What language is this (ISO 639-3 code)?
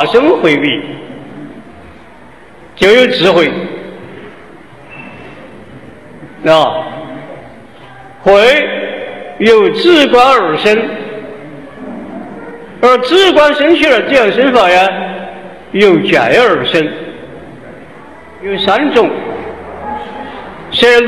zho